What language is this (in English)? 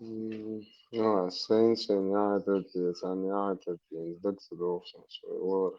Chechen